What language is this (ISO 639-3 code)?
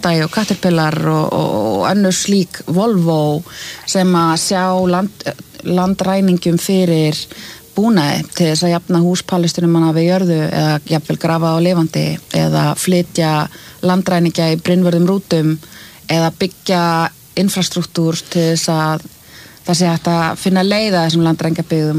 isl